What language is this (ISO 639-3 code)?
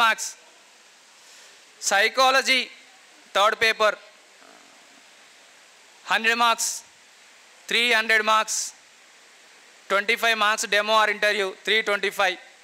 tel